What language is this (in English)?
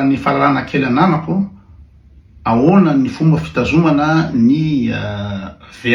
Malagasy